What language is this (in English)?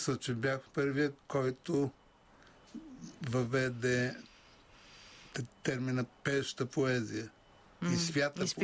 Bulgarian